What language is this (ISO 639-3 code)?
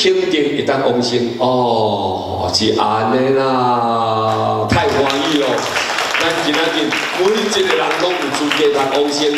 nan